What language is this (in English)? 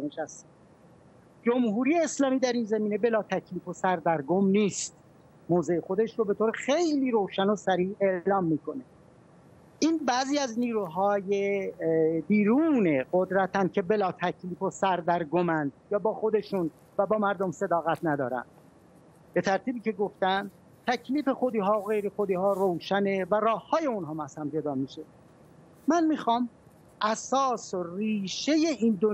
Persian